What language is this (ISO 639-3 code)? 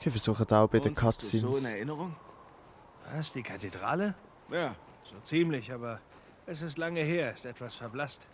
gsw